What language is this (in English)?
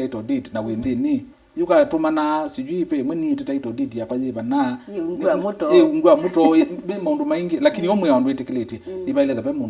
Kamba